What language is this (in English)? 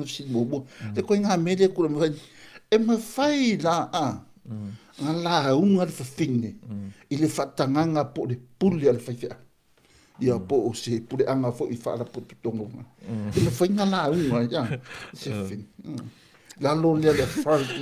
Samoan